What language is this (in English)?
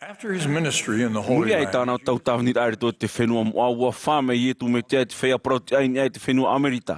Tahitian